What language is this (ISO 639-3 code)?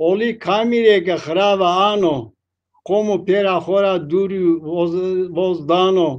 zza